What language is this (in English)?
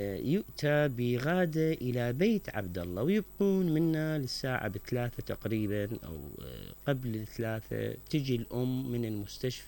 Mesopotamian Arabic